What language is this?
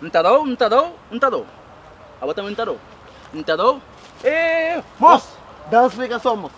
Kabuverdianu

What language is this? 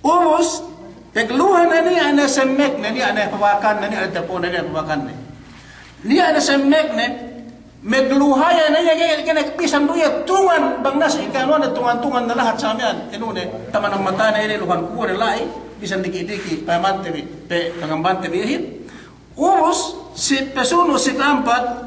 Yakan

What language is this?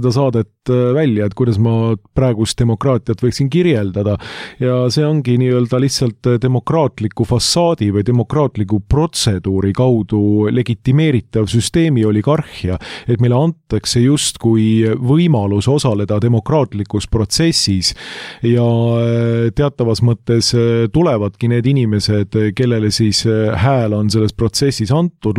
Estonian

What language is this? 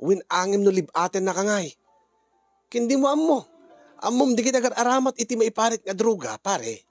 Iloko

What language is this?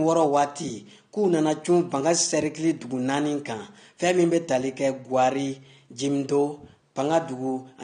Bambara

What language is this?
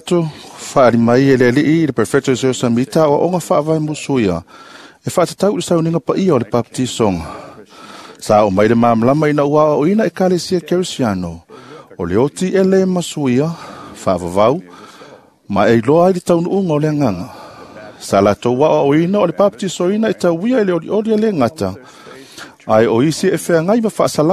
Samoan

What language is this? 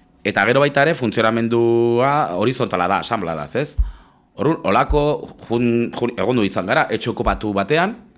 Basque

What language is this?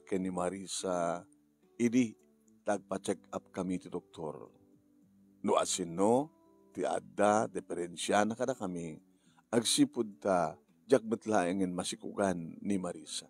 Iloko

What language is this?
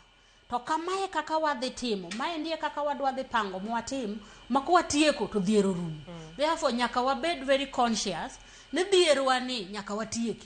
Luo (Kenya and Tanzania)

